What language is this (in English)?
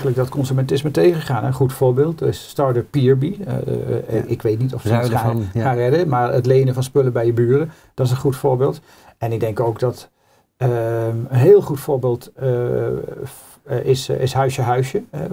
Dutch